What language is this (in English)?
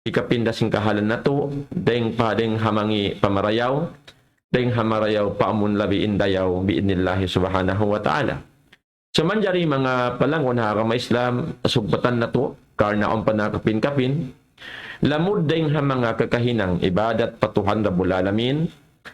Tausug